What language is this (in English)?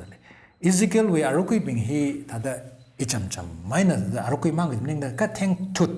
Tangkhul Naga (India)